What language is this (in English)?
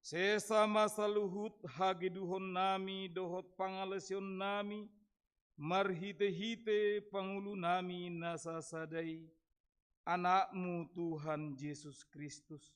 Batak Toba